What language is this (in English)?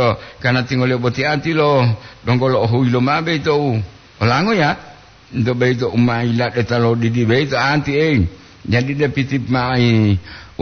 Gorontalo